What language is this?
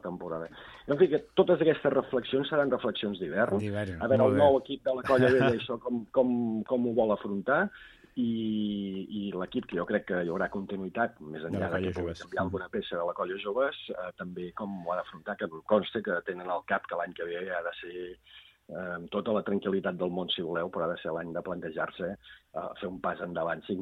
Catalan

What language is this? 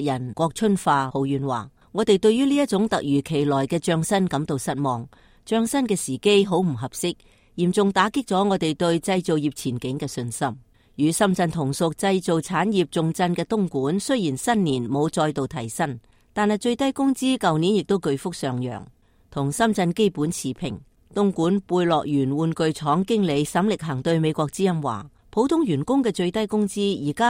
Cantonese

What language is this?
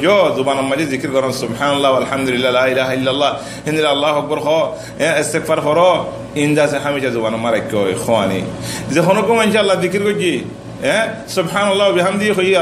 Rohingya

